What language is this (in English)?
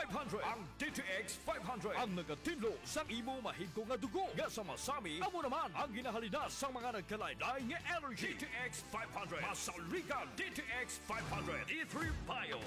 Hiligaynon